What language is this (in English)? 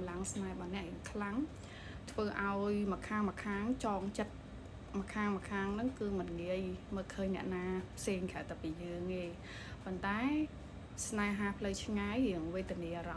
Khmer